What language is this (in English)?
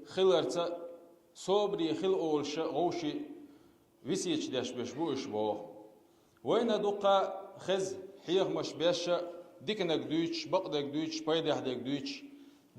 Chechen